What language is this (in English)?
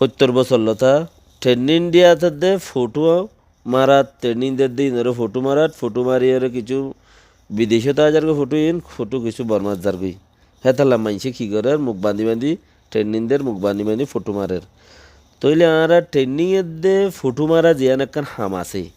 Rohingya